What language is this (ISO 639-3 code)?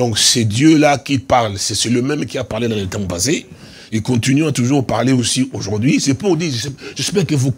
fra